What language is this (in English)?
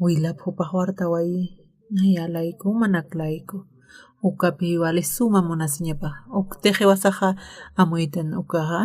Aymara